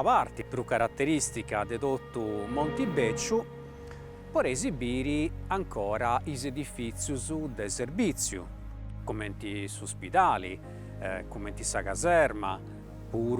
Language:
Sardinian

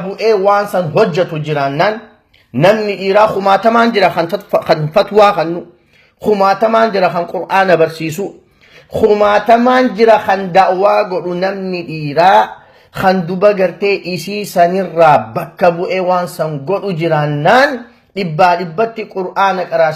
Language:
Oromo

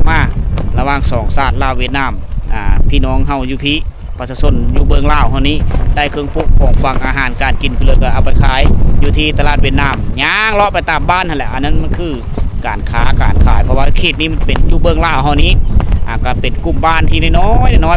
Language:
Lao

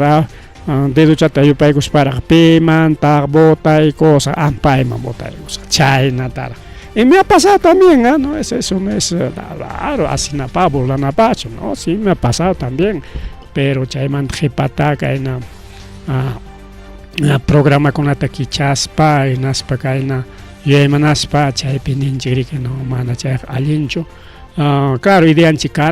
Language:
Ayacucho Quechua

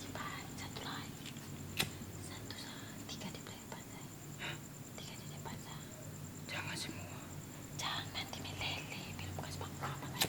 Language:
Ambonese Malay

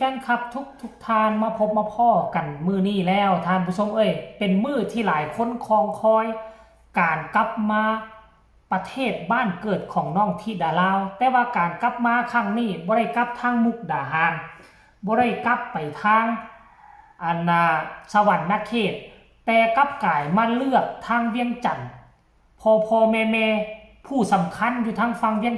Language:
Northeastern Thai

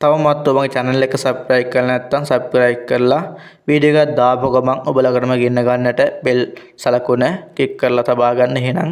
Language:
Sinhala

